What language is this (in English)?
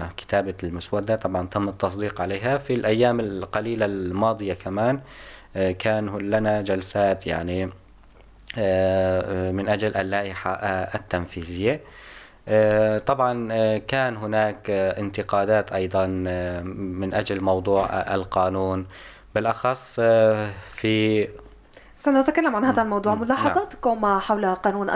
North Levantine Arabic